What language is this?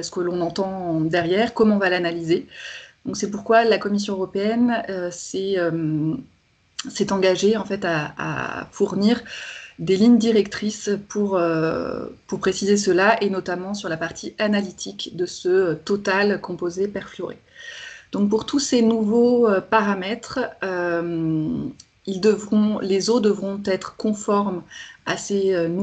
French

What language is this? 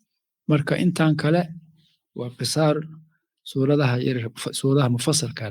Somali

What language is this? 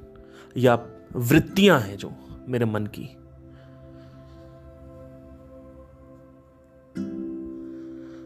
Hindi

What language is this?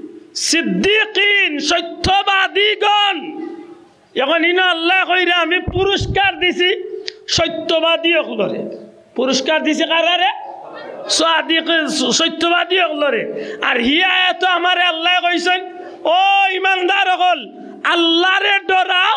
Sylheti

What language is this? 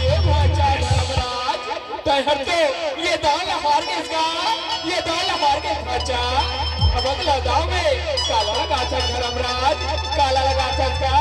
Chhattisgarhi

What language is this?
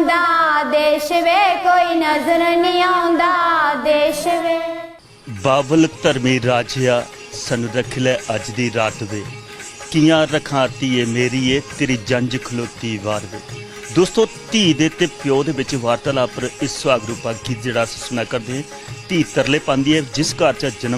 Dogri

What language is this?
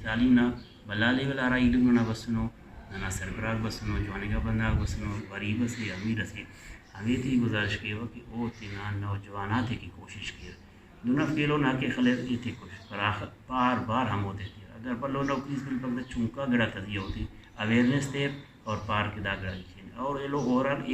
Brahui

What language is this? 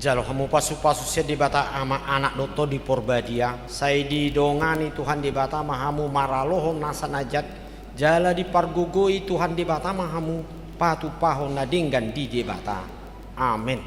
Batak Toba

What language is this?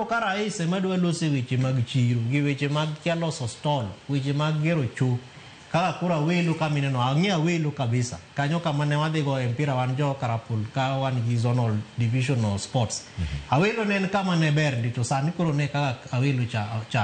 Luo (Kenya and Tanzania)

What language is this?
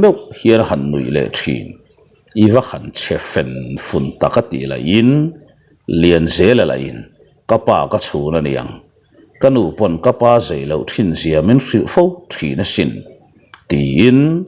Mizo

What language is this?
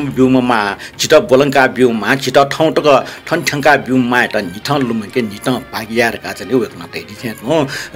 Newari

